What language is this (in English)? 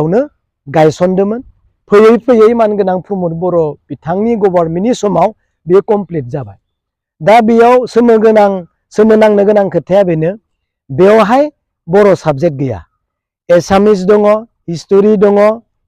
Bodo